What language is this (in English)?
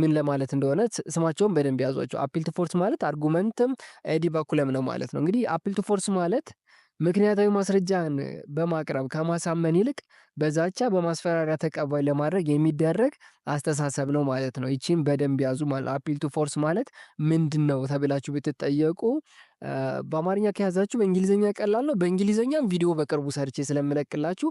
Amharic